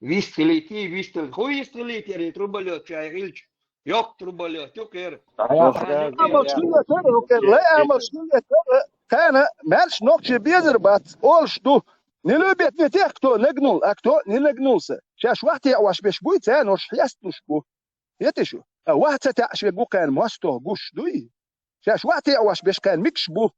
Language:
Chechen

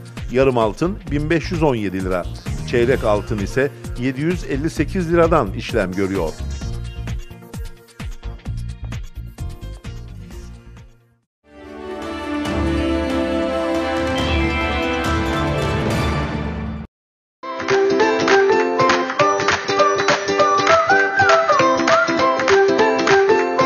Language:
Turkish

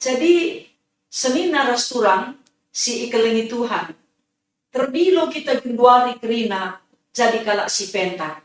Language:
Batak Karo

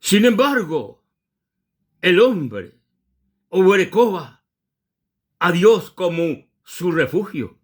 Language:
Guarani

